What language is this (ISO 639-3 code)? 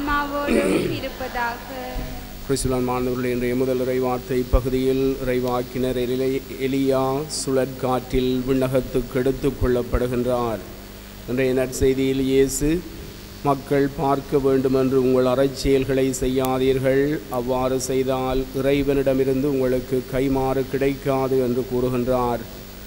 tam